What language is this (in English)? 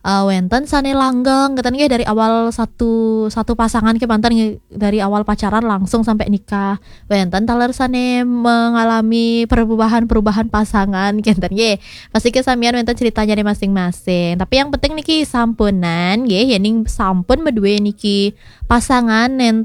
Balinese